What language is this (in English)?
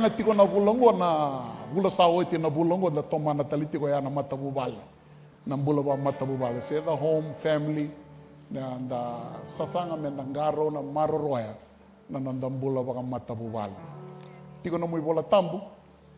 Fijian